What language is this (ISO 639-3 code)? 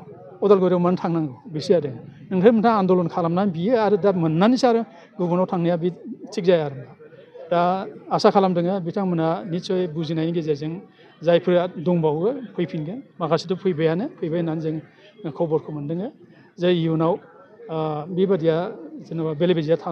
brx